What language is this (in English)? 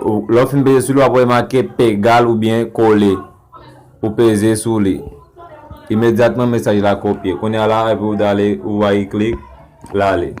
Haitian Creole